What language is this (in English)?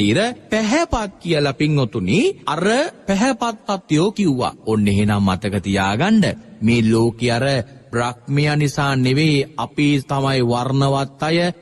Sinhala